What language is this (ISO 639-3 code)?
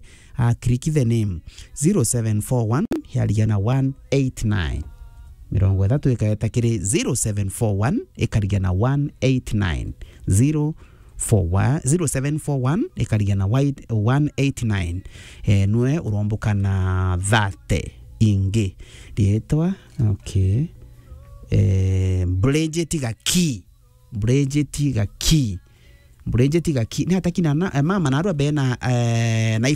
mer